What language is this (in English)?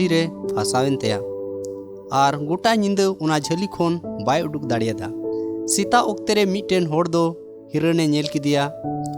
Santali